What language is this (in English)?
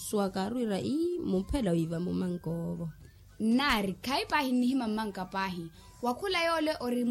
Makhuwa